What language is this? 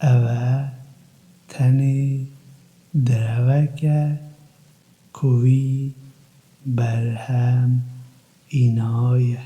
Kurdish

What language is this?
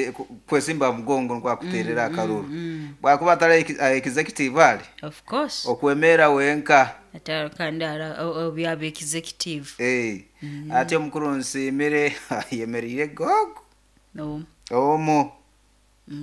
Nyoro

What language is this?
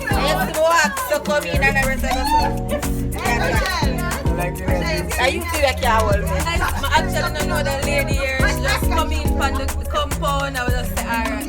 Jamaican Creole English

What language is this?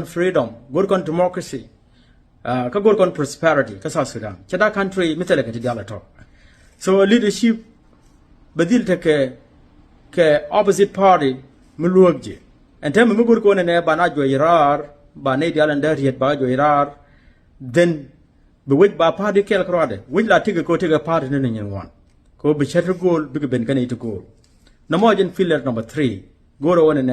Nuer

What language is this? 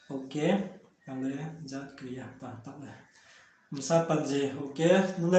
Riang (India)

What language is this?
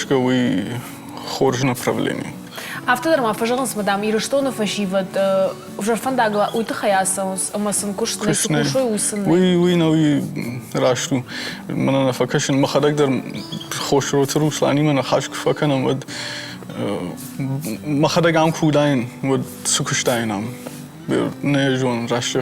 Ossetic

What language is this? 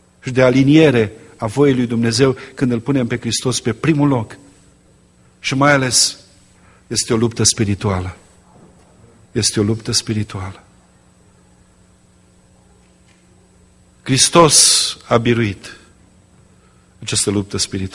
Romanian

